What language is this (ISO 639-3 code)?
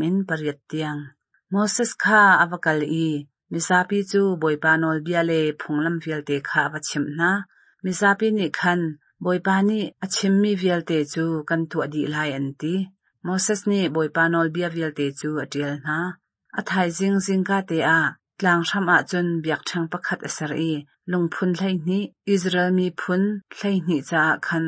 cnh